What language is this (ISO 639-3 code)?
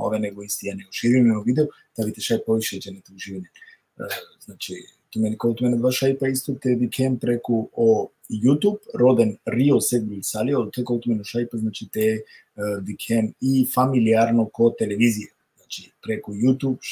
rmn